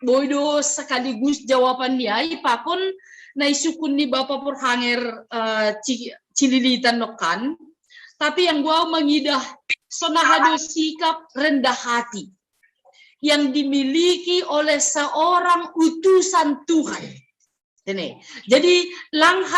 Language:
Batak Simalungun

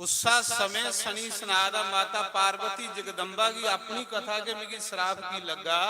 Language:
Dogri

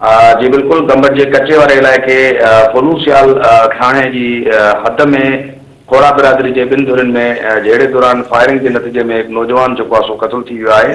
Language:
Sindhi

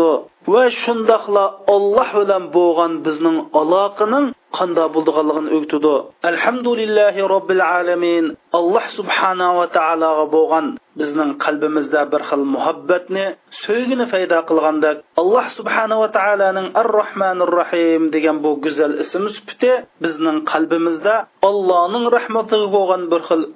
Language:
Uyghur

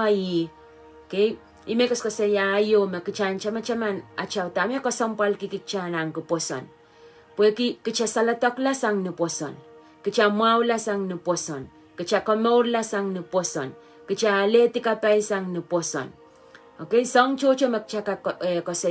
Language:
Pohnpeian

